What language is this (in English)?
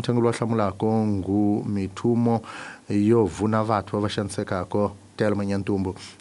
Tsonga